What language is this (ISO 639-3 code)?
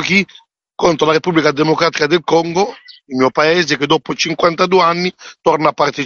ita